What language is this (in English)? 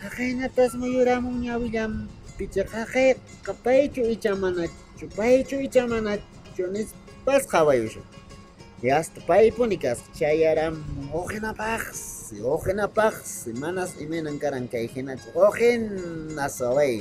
Quechua